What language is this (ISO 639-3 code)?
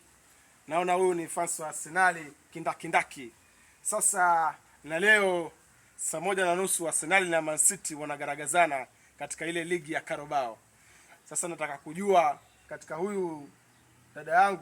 swa